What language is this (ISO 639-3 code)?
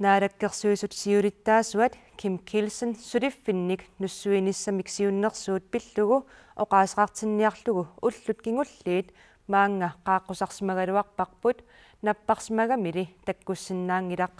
kal